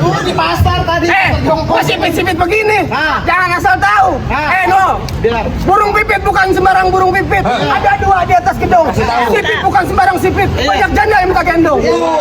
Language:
Betawi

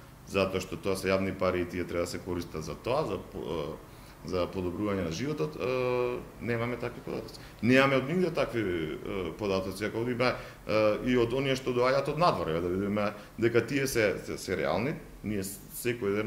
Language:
Macedonian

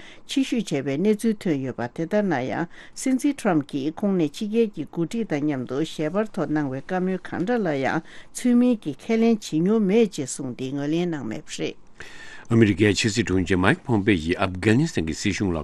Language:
Tibetan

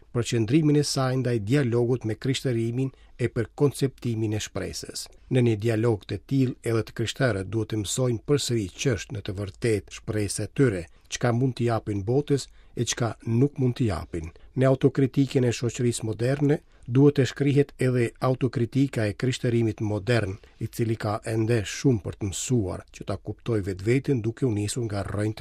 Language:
Albanian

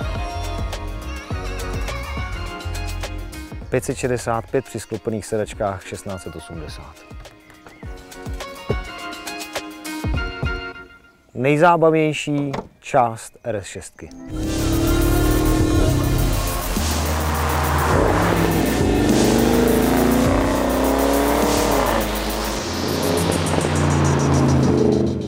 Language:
Czech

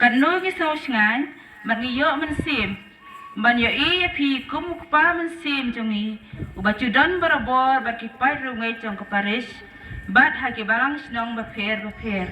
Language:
Khasi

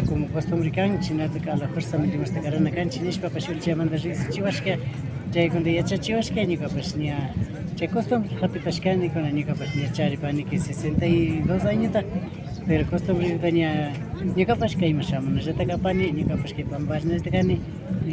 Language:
Imbabura Highland Quichua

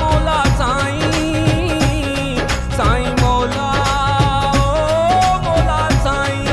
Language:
Pahari-Potwari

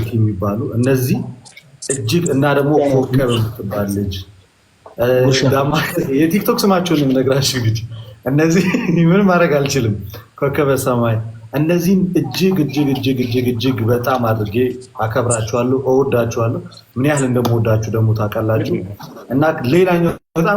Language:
Amharic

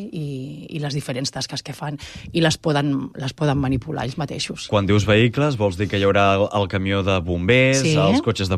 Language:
Catalan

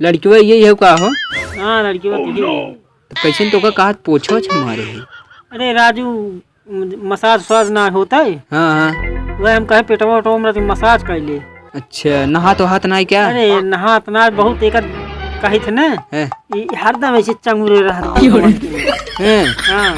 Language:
Awadhi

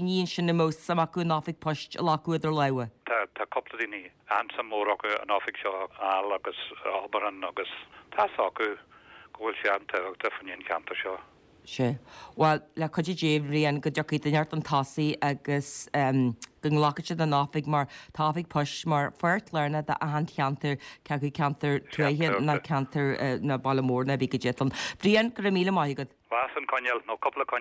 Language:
Irish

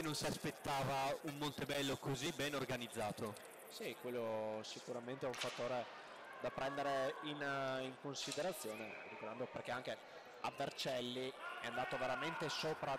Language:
Italian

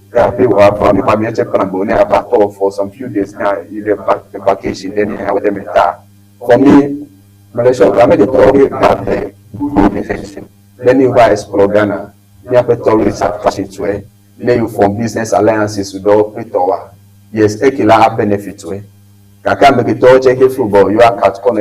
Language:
Ewe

